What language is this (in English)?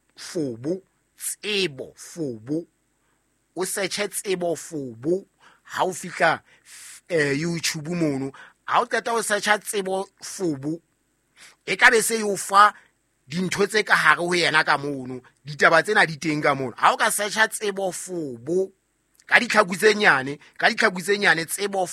Southern Sotho